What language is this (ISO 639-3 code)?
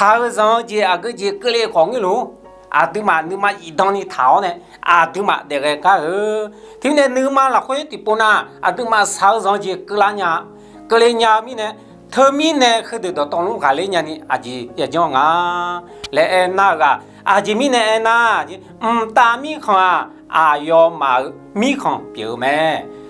ahk